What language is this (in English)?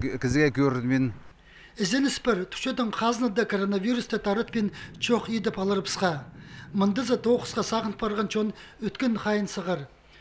Khakas